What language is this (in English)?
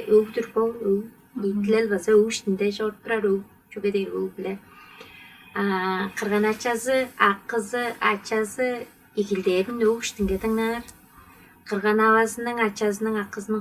Tuvinian